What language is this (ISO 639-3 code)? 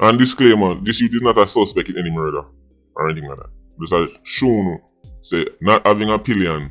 jam